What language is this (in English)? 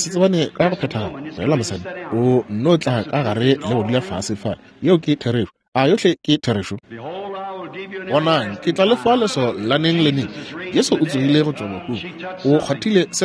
Northern Sotho